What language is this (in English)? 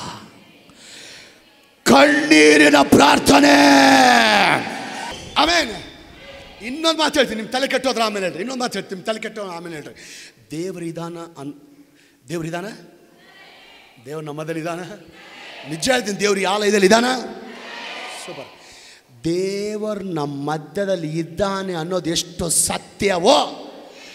Kannada